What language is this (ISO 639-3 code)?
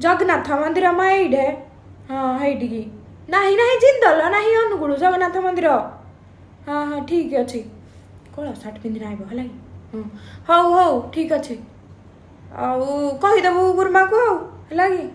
ori